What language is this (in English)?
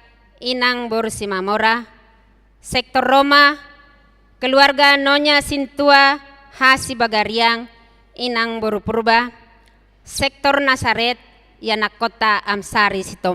Batak Toba